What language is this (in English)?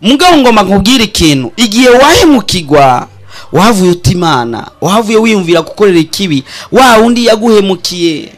Rundi